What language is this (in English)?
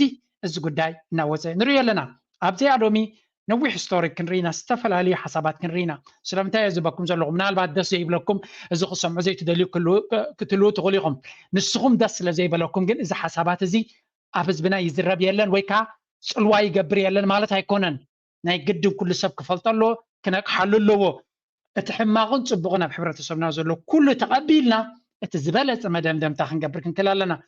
Tigrinya